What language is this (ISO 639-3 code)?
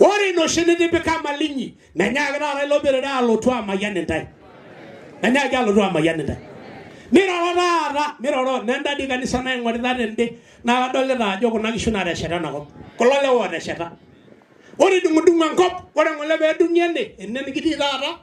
mas